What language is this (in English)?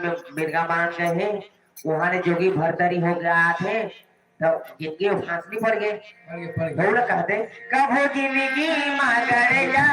Chhattisgarhi